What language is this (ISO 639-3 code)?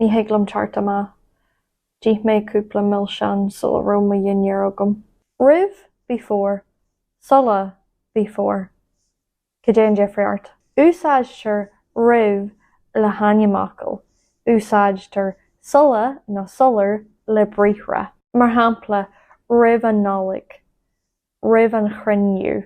gle